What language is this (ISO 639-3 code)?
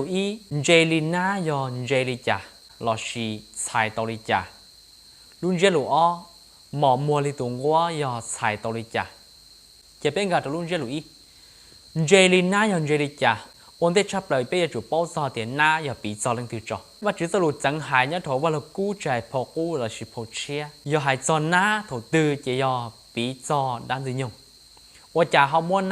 hmn